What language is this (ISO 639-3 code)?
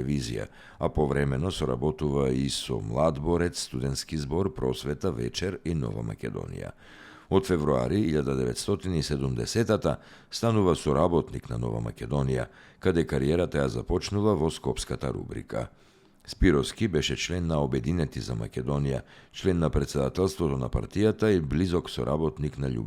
mkd